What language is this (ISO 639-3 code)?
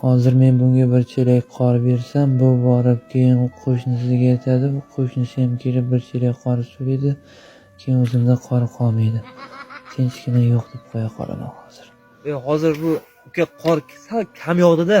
uzb